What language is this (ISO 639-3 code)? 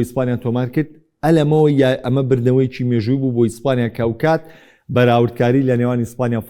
ckb